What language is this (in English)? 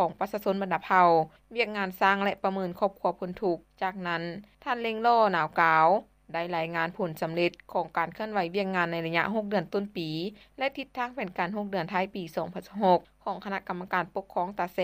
Lao